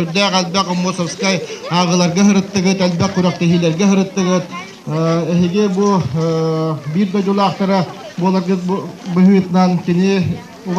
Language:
Yakut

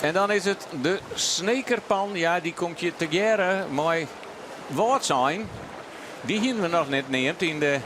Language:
Western Frisian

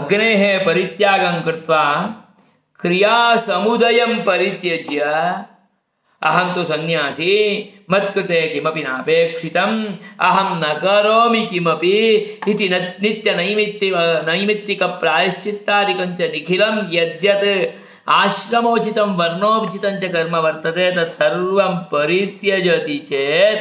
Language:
Sanskrit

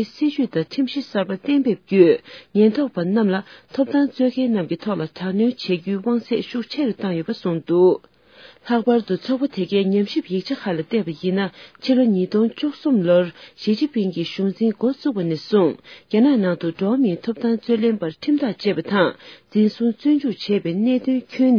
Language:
Tibetan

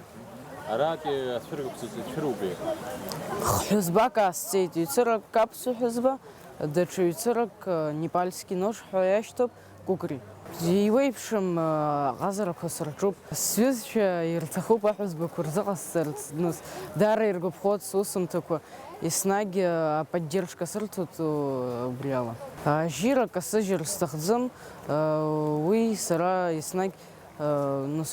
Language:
Abkhazian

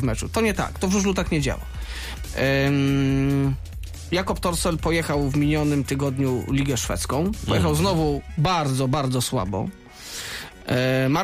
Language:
Polish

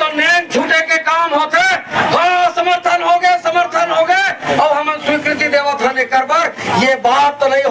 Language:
Chhattisgarhi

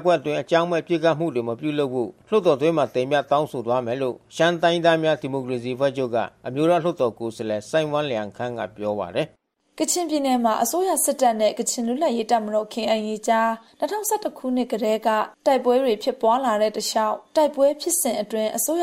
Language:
Burmese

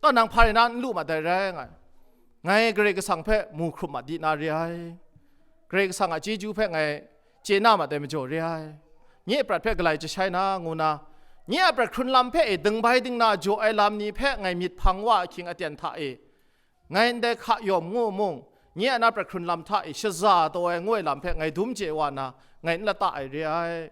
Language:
Kachin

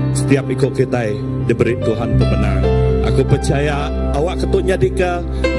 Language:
Iban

